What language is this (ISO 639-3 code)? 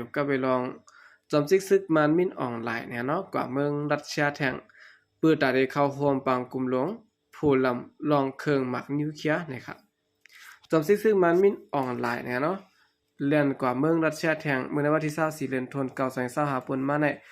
shn